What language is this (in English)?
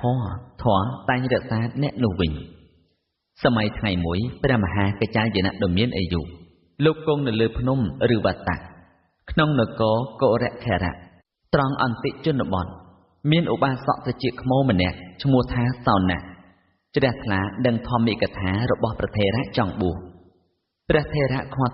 Khmer